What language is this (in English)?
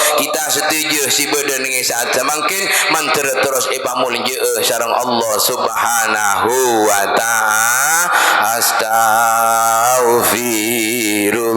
Madurese